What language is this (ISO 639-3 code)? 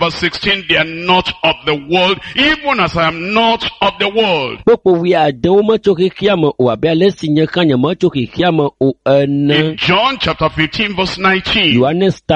ewe